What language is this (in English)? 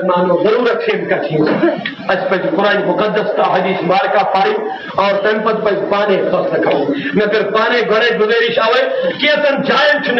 Kashmiri